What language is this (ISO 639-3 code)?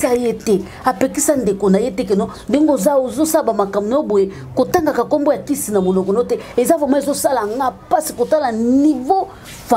lin